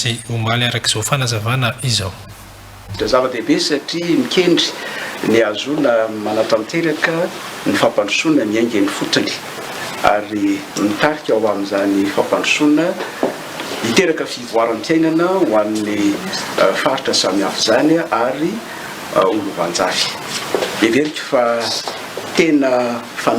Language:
Malagasy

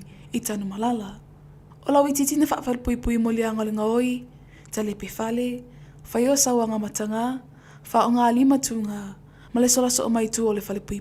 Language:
Samoan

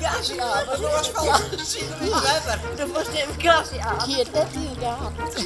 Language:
Western Frisian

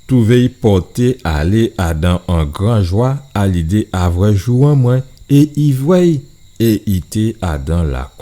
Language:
Guadeloupean Creole French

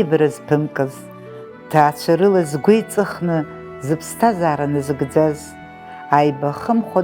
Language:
Abkhazian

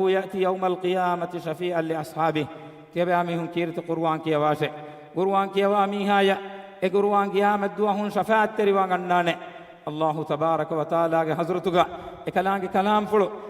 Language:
Divehi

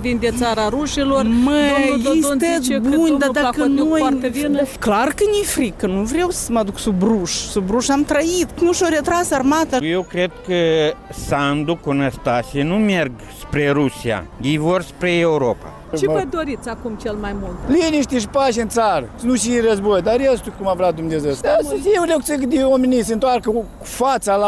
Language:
Romanian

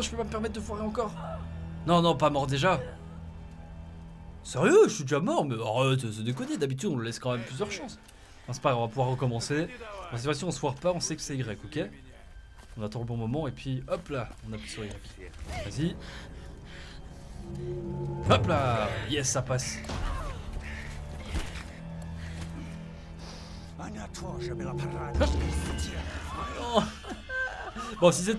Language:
French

